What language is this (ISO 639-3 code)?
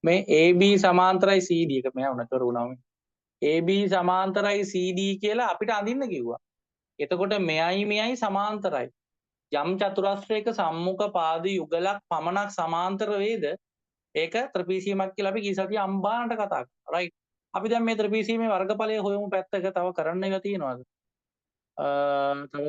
sin